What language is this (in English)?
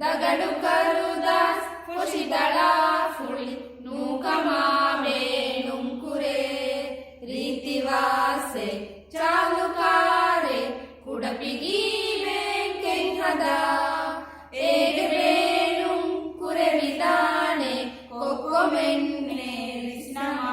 Divehi